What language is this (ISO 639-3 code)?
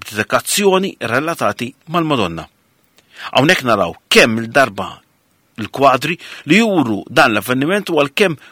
mlt